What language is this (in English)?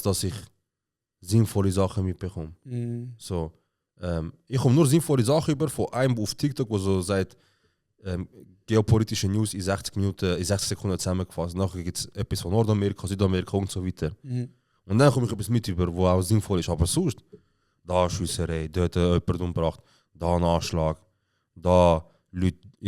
Swiss German